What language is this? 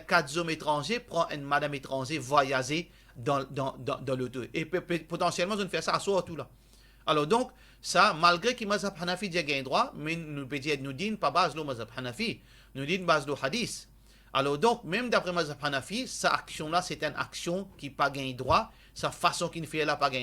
Morisyen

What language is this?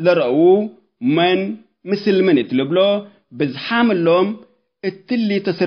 Tigre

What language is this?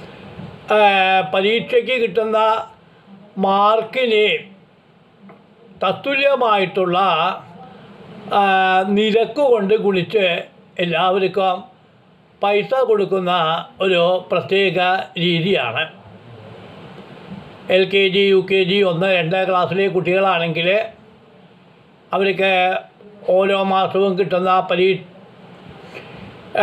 Malayalam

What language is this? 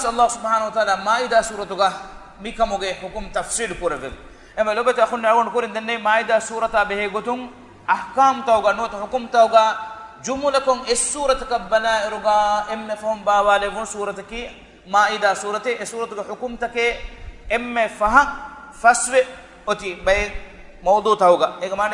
Divehi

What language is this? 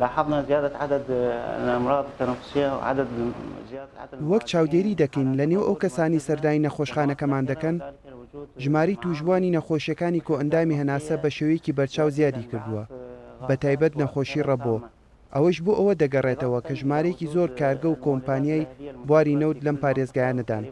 Central Kurdish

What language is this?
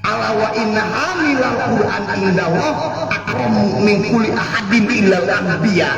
Sundanese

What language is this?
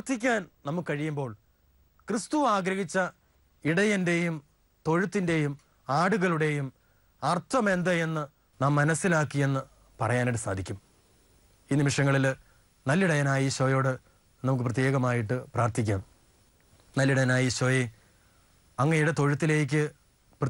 Malayalam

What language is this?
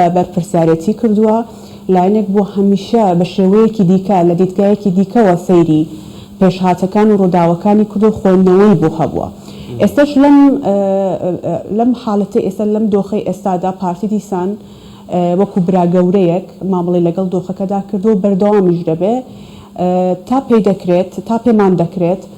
Central Kurdish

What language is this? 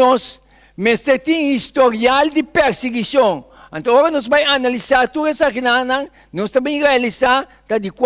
Papiamento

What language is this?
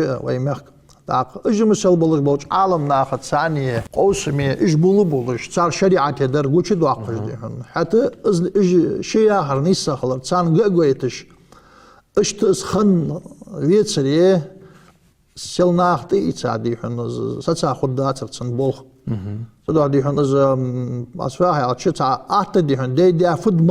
Ingush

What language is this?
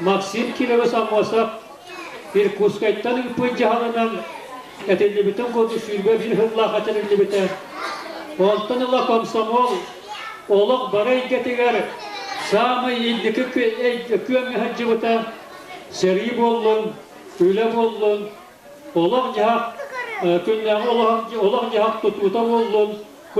Yakut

